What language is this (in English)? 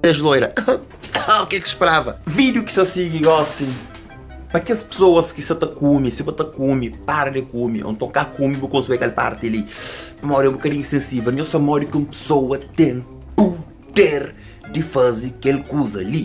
Kabuverdianu